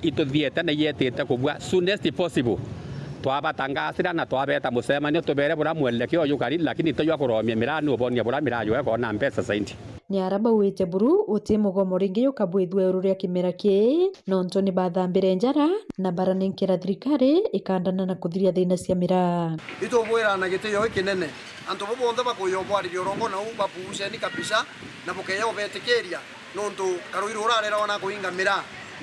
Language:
Meru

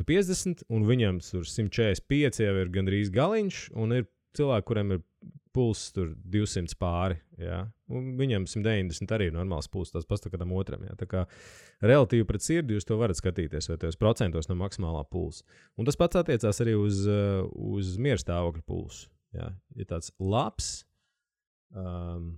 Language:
Latvian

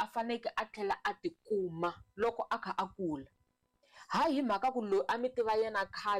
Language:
Tsonga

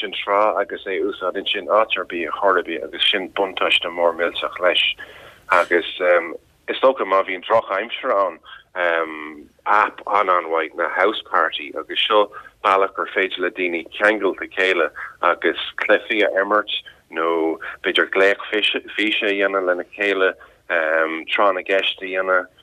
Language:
Irish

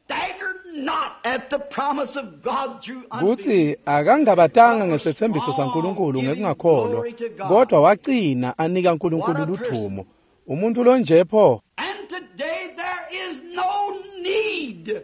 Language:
Swati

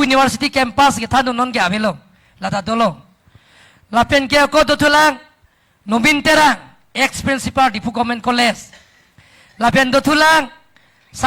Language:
Karbi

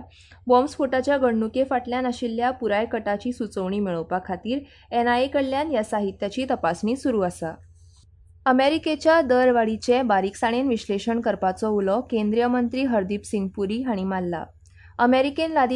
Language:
Konkani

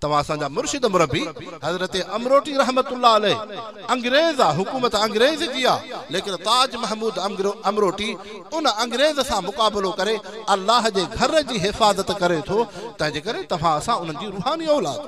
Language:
Sindhi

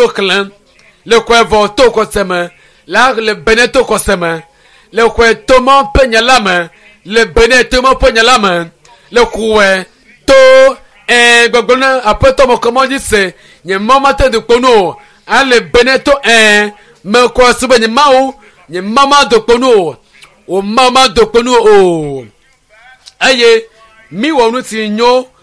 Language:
Ewe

